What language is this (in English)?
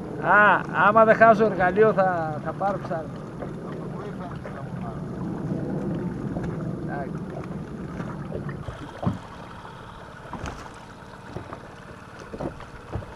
Greek